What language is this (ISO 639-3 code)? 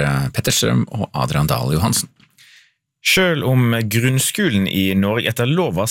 nor